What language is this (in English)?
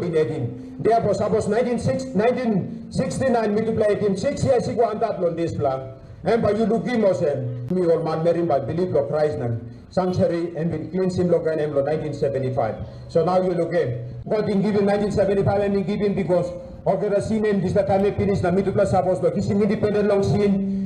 Tok Pisin